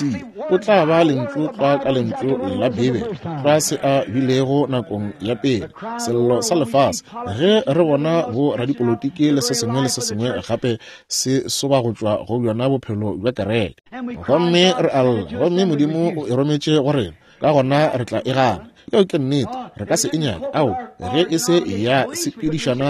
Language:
Northern Sotho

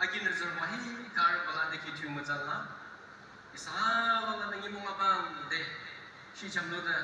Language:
Yimchungru Naga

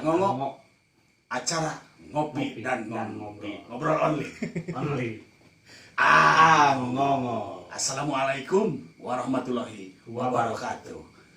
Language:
Sundanese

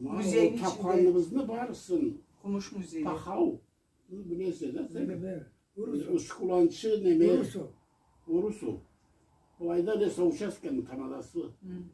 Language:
Karachay-Balkar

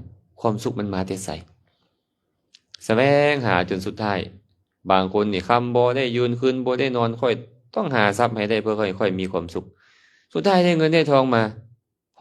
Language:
Lao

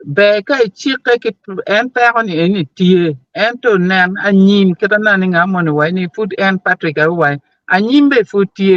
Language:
Acoli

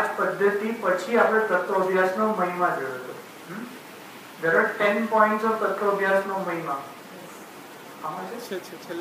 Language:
Gujarati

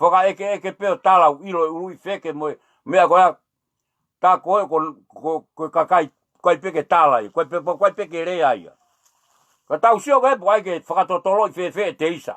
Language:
Tongan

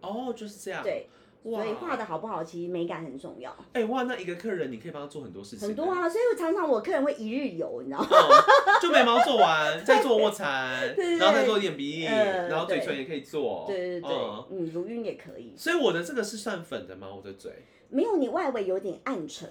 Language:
Chinese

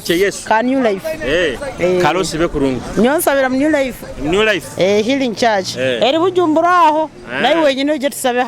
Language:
Nyoro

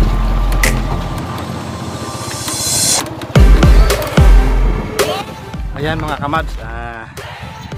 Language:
Filipino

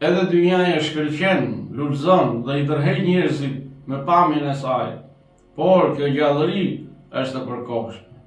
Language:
Albanian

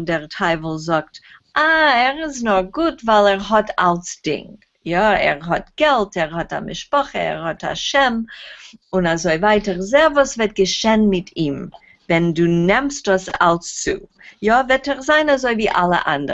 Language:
Yiddish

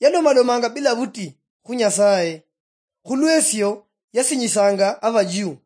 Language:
Luyia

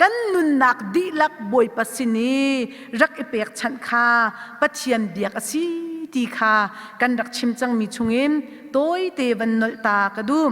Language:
Hakha Chin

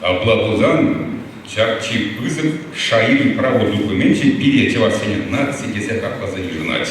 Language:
Chuvash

